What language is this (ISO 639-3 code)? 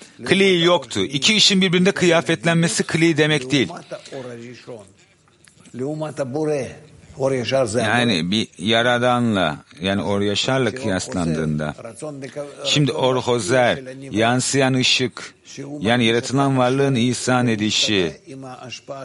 tur